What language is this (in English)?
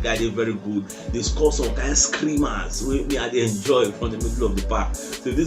Nigerian Pidgin